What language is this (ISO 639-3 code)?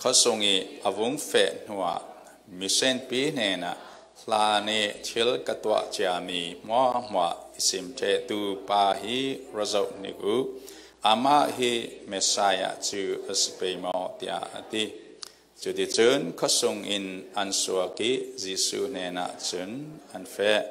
cfm